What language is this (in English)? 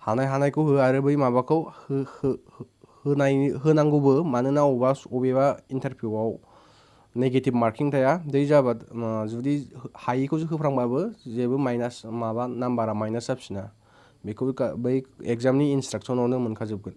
Bodo